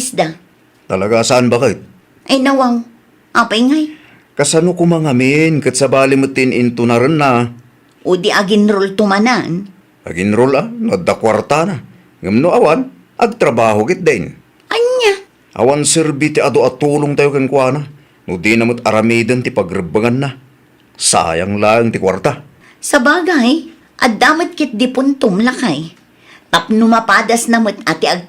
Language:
Iloko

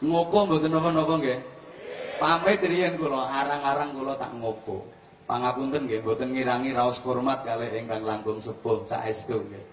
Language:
Javanese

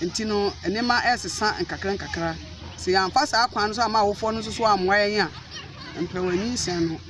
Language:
Akan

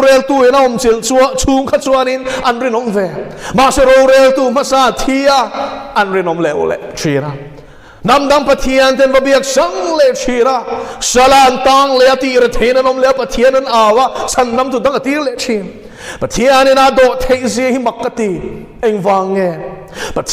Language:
Mizo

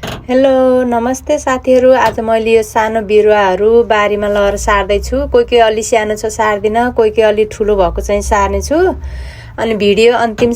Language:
Nepali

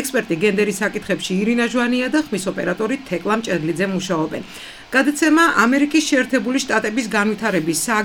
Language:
Georgian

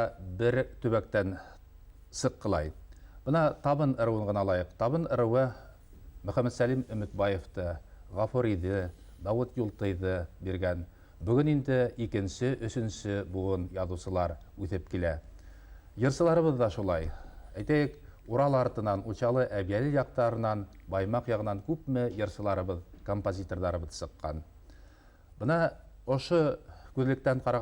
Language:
Bashkir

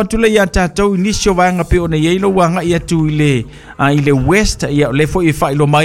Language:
Samoan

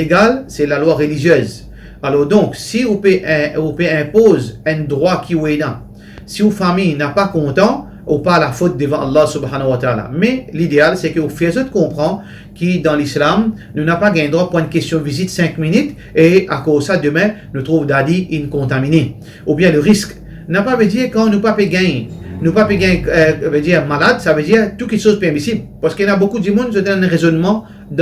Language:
Morisyen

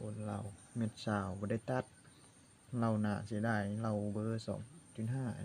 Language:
Lao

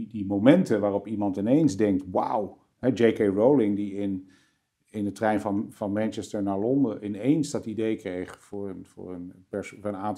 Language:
Dutch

